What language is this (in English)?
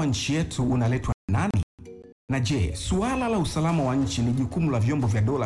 Swahili